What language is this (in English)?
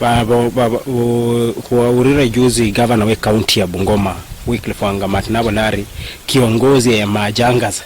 Luyia